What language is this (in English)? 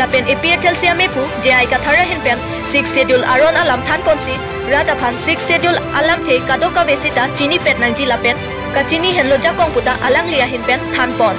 Karbi